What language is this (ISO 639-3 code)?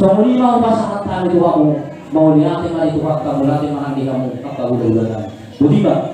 bbc